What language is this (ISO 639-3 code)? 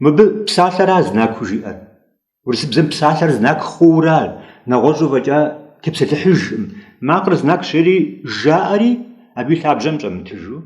kbd